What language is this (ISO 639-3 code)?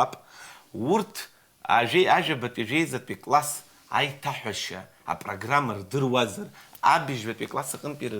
abk